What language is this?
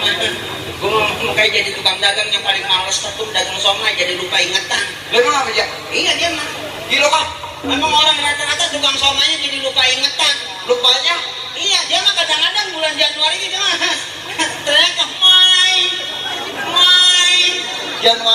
Betawi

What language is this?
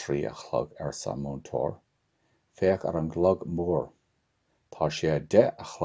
Irish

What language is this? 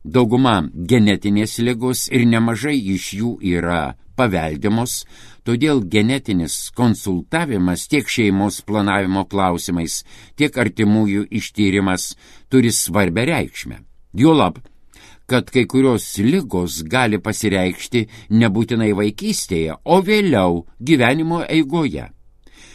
Lithuanian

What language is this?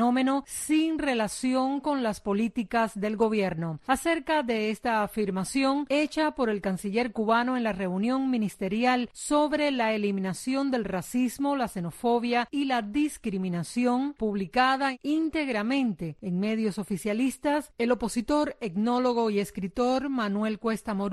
Spanish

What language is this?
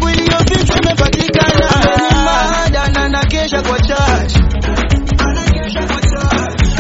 Swahili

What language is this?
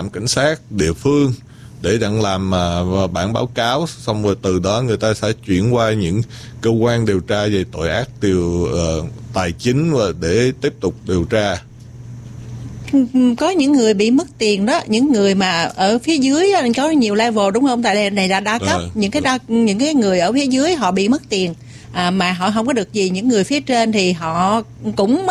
Vietnamese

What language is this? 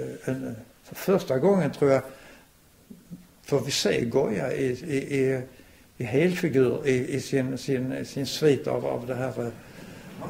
Swedish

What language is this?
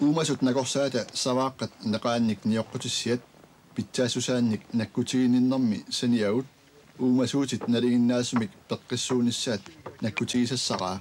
Kalaallisut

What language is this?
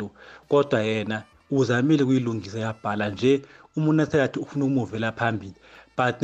South Ndebele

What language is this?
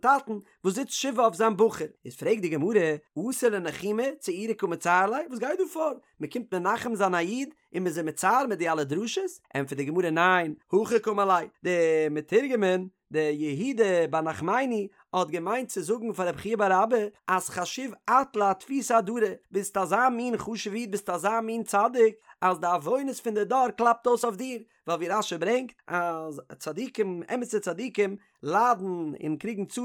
Yiddish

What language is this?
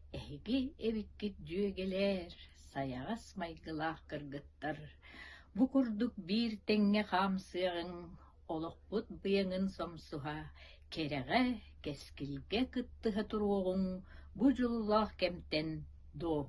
Yakut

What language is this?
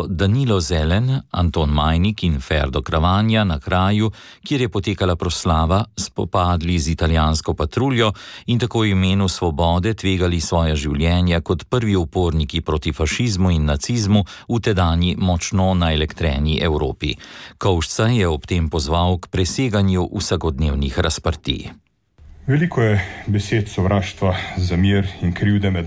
Slovenian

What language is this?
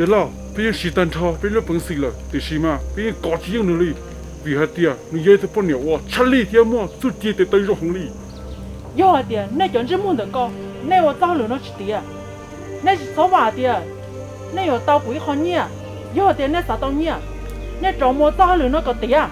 Hmong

